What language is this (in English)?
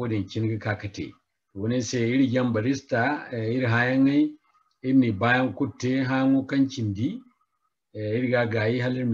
Zarma